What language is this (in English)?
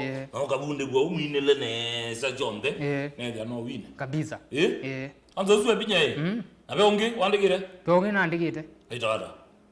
Kamba